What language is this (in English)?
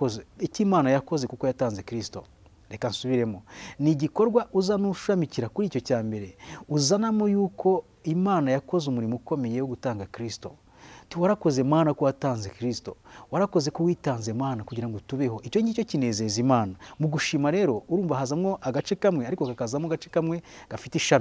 Kinyarwanda